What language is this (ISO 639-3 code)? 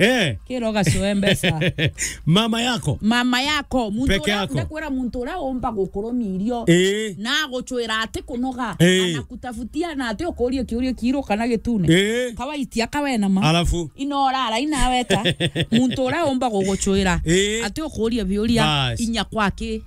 mer